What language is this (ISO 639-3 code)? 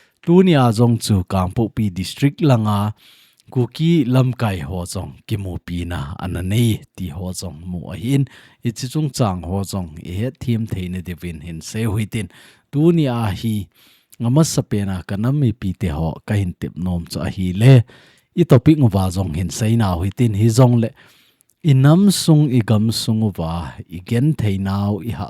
tcz